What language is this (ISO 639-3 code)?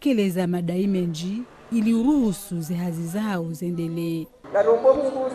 zdj